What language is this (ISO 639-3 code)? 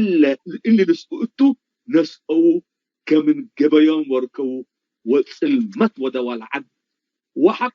tig